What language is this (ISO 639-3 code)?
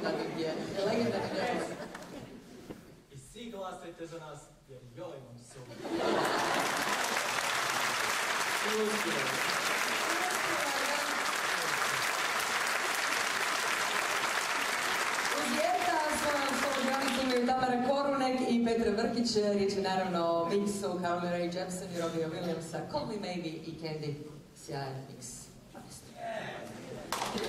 hrv